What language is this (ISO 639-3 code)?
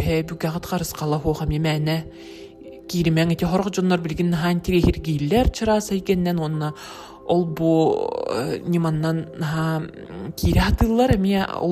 sah